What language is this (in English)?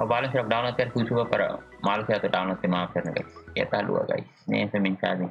Tetum